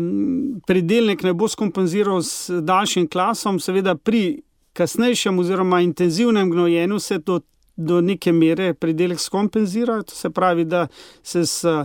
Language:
Slovenian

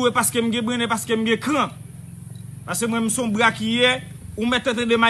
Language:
Haitian Creole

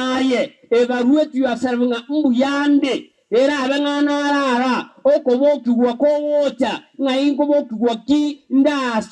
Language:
Gusii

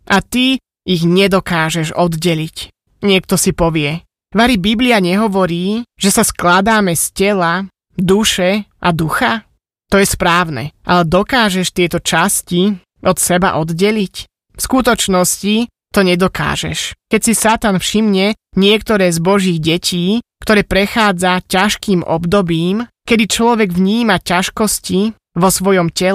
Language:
Slovak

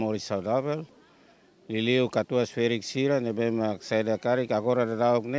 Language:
Tetum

